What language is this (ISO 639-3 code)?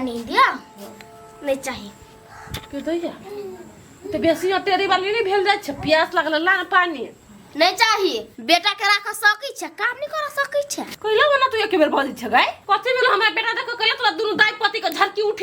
mai